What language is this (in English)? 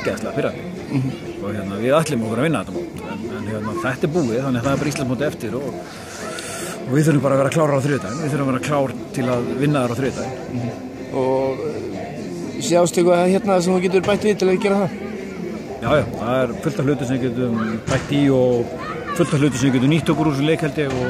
Icelandic